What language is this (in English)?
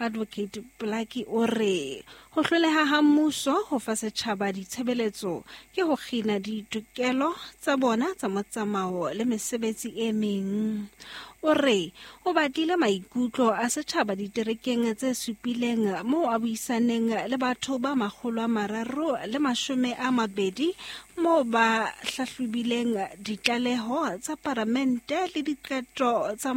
Southern Sotho